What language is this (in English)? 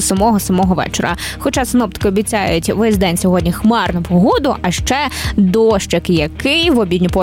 Ukrainian